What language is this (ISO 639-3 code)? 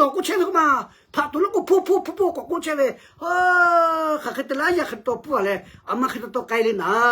lhu